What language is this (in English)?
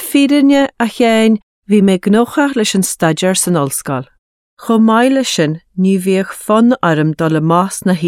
Irish